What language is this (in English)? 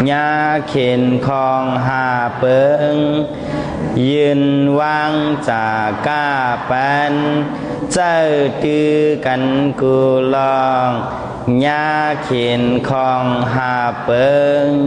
Shan